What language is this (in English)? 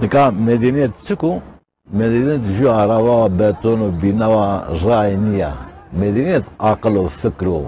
Zaza